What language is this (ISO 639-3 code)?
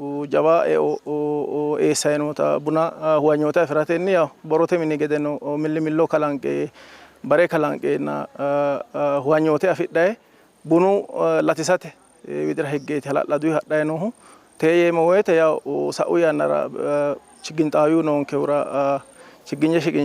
sid